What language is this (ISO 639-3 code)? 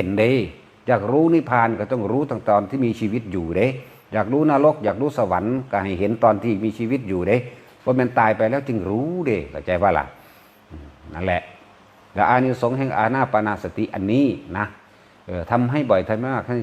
tts